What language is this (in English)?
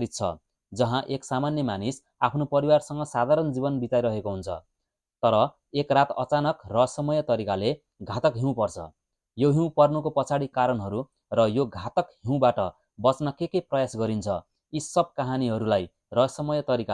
Nepali